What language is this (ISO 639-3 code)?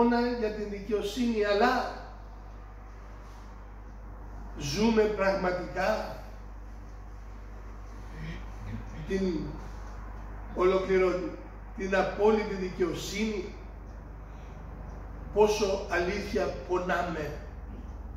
ell